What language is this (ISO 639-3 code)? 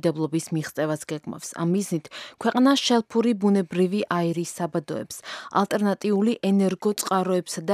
kat